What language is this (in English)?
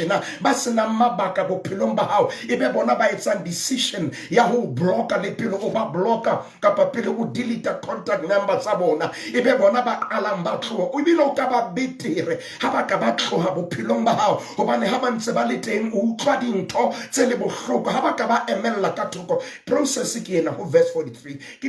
Southern Sotho